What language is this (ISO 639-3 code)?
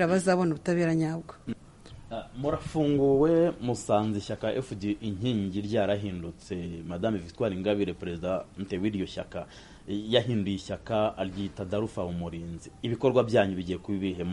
kin